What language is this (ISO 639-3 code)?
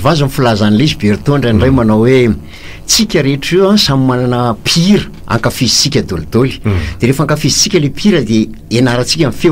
mlg